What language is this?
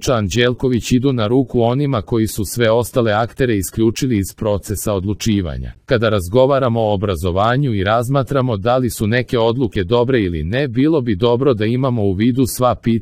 Serbian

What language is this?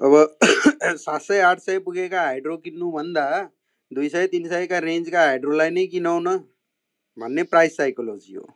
Nepali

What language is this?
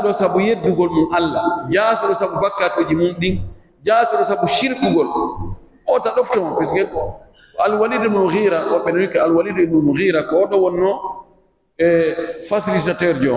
Pular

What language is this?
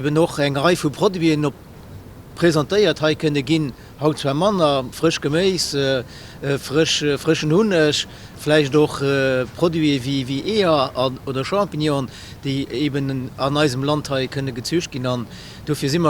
Luxembourgish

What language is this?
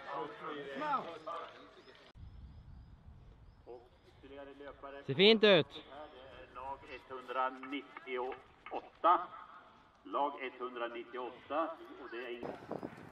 Swedish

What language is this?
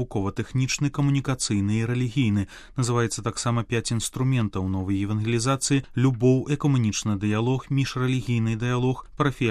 Belarusian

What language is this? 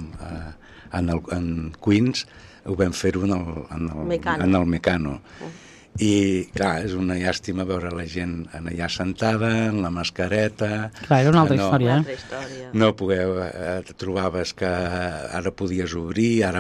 Catalan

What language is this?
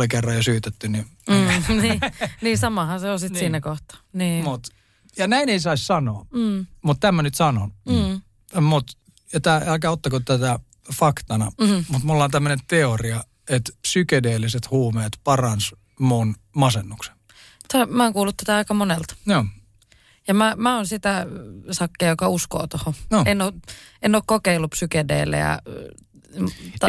Finnish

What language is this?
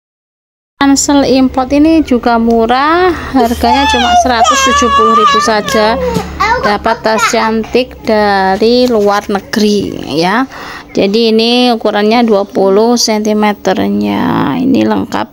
Indonesian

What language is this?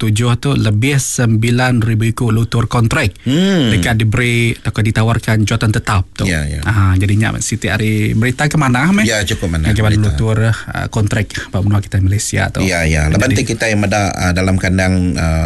Iban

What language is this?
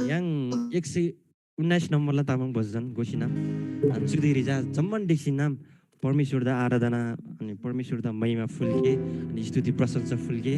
Eastern Tamang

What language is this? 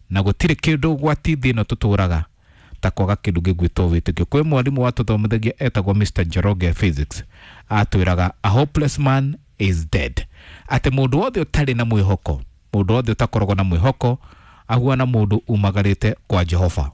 Kikuyu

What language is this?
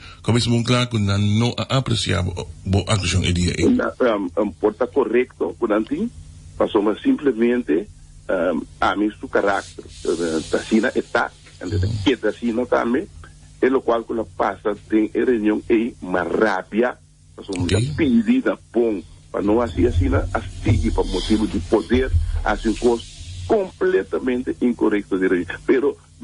Papiamento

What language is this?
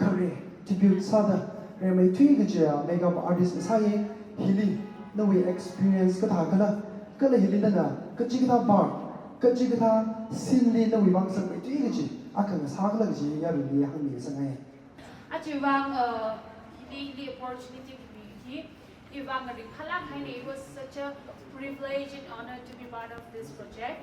Tangkhul Naga (India)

